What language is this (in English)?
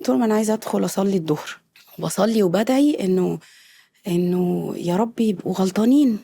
Egyptian Arabic